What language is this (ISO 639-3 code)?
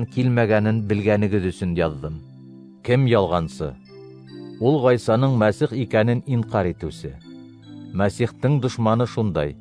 bak